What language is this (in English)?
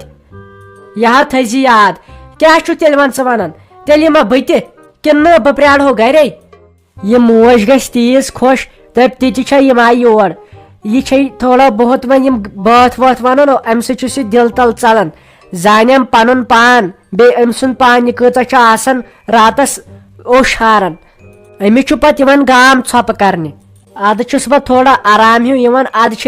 Kashmiri